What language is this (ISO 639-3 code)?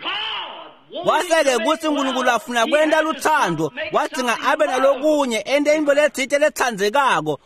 ssw